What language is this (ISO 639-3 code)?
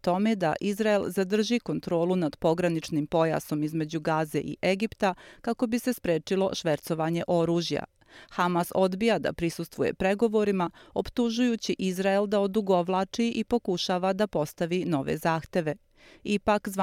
srp